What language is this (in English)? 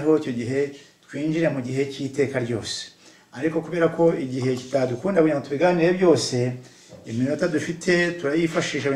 Kinyarwanda